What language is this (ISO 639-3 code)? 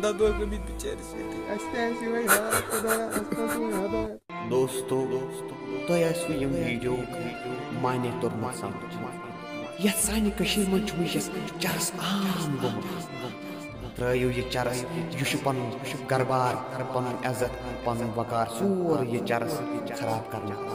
kas